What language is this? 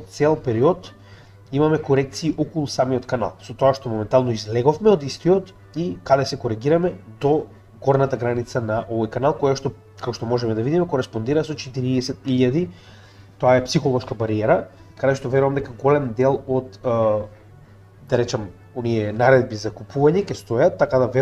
Macedonian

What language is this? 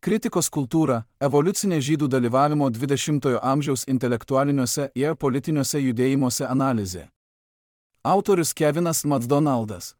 Lithuanian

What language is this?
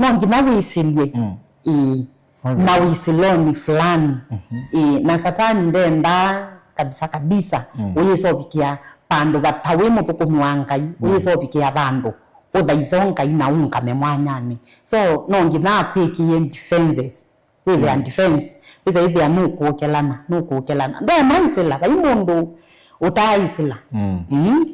Kamba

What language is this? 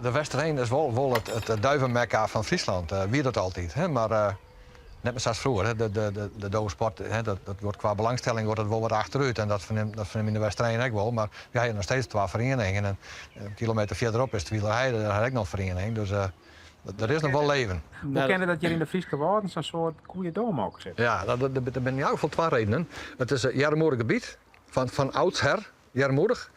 Western Frisian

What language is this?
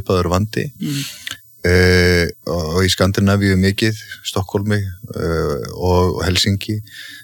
Icelandic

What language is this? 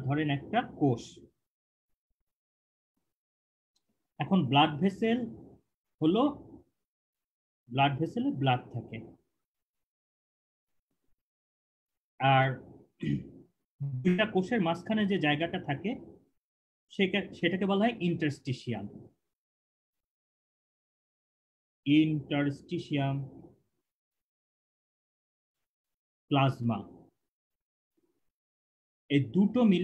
Bangla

